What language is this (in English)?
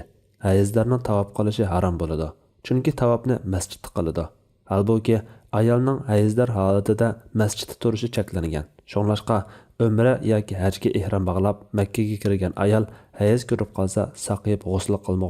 Uyghur